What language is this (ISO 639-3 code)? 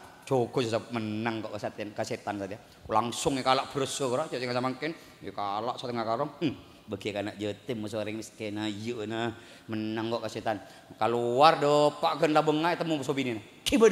mad